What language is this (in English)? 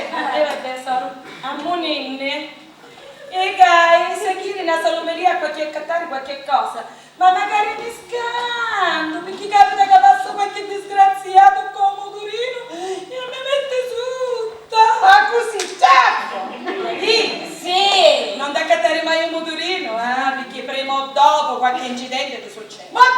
Sicilian